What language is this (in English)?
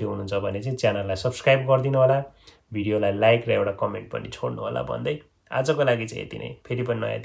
Nepali